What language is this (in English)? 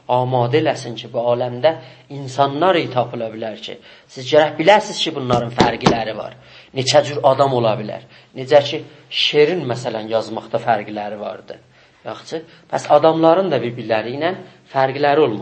South Azerbaijani